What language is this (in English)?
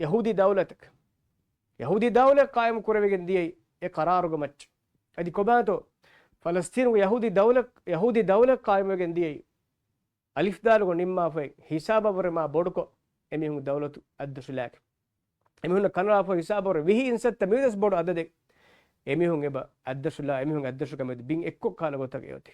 Divehi